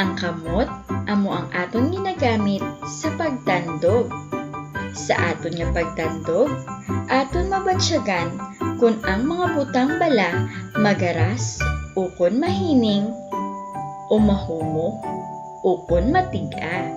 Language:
Hiligaynon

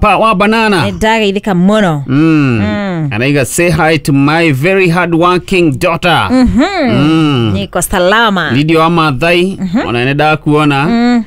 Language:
Kikuyu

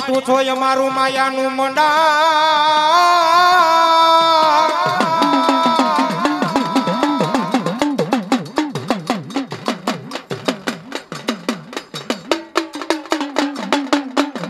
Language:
Gujarati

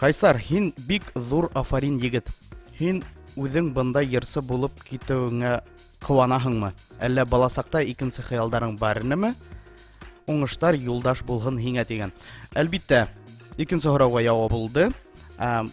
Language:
Bashkir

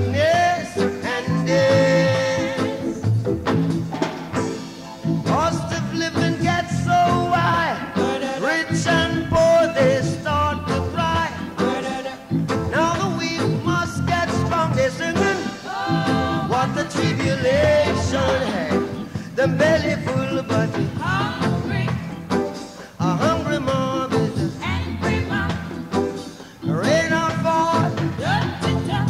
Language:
English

